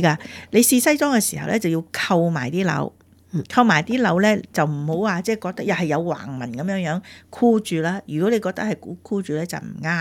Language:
Cantonese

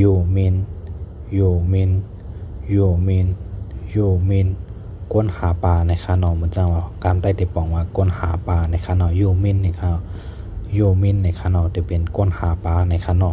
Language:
Shan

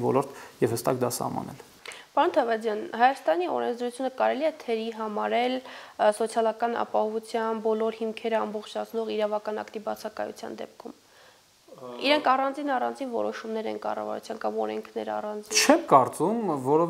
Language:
Armenian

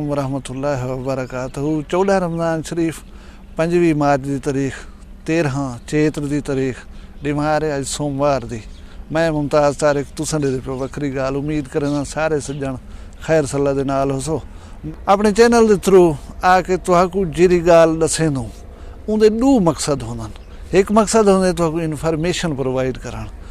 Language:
Saraiki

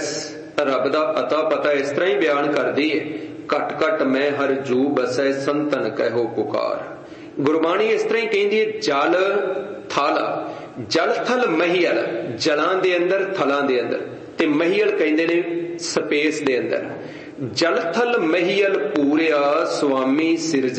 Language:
Punjabi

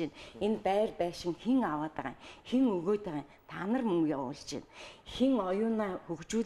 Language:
Mongolian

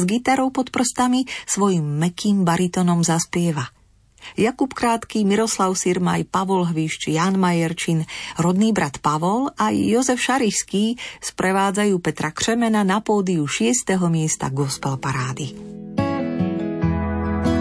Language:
Slovak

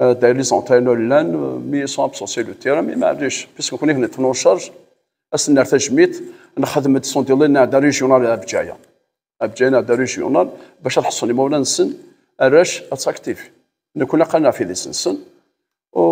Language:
Kabyle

